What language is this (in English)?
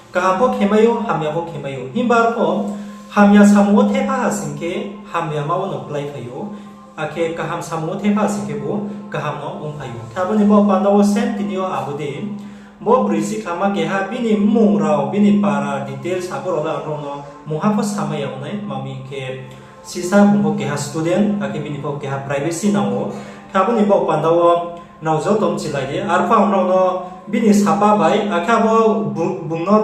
Riang (India)